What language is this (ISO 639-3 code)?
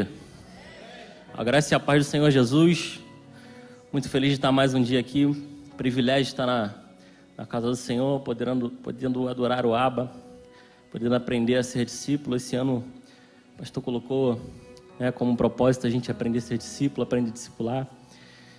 por